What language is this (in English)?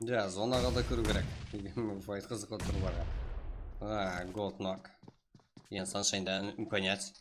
Kara-Kalpak